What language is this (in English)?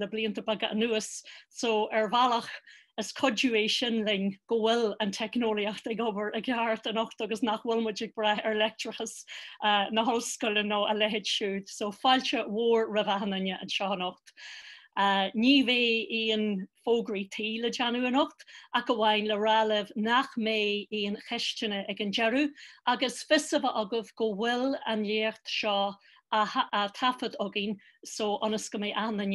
Irish